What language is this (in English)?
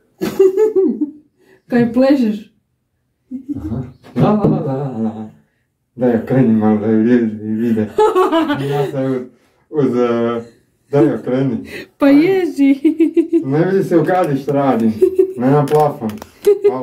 Croatian